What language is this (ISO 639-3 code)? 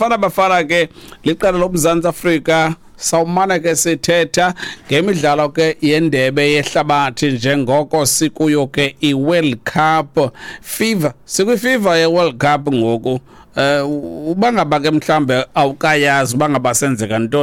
xho